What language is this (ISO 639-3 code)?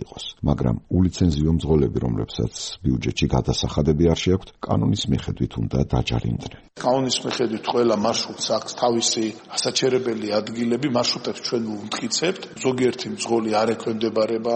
kat